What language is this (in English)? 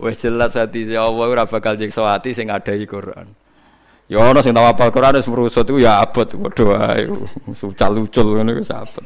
Javanese